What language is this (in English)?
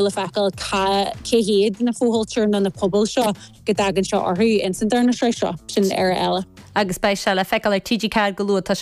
Irish